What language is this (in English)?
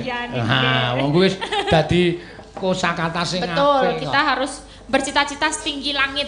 Javanese